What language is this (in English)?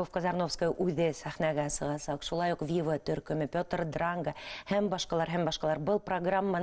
Bashkir